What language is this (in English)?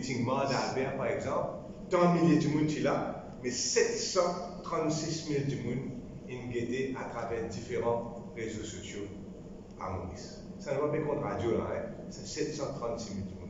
Morisyen